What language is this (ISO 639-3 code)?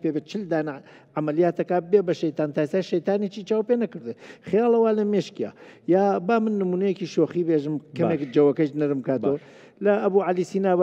ckb